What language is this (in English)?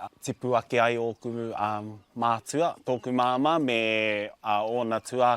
Māori